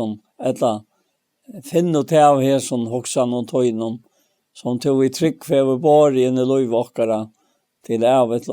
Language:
Faroese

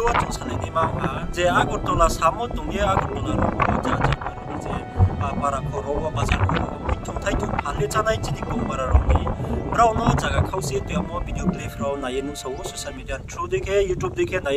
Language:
Riang (India)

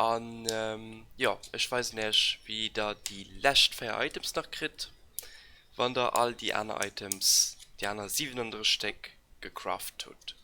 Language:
Luxembourgish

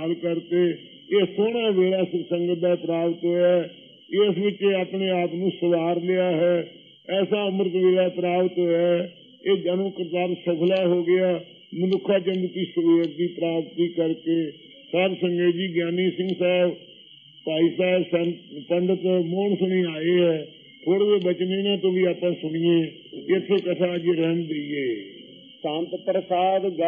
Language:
Punjabi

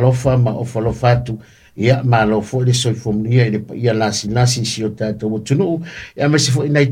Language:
Samoan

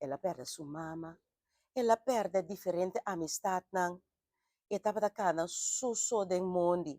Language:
Papiamento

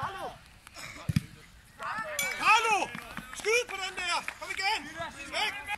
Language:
Danish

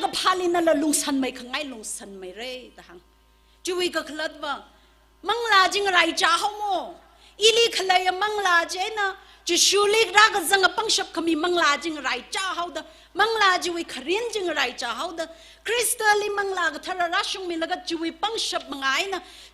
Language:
Tangkhul Naga (India)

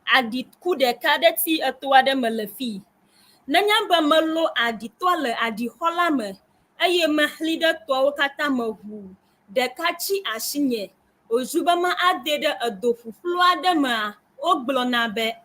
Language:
Ewe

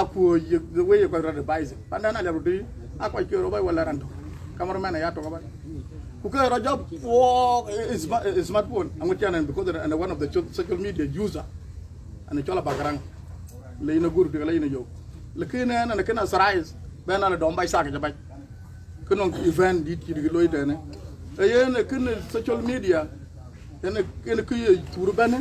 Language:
Dinka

